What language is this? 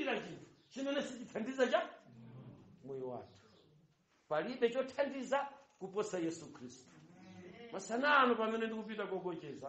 Nyanja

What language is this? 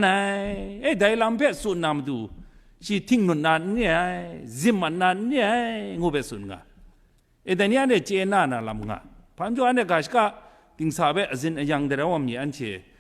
Kachin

